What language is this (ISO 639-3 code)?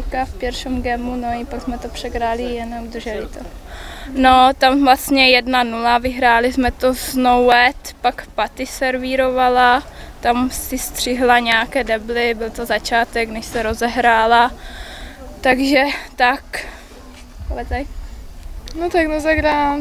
ces